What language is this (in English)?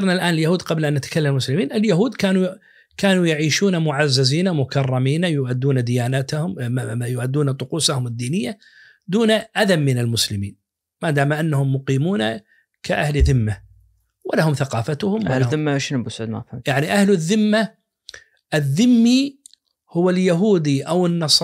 Najdi Arabic